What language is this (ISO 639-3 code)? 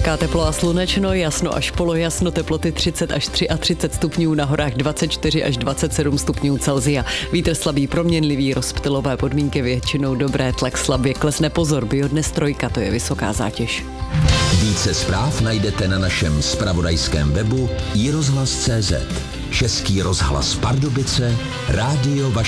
ces